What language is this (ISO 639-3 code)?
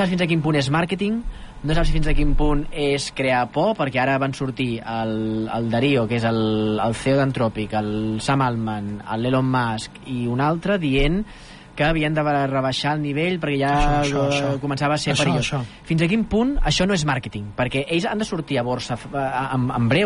cat